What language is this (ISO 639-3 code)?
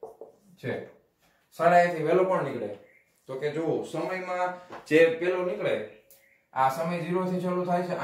guj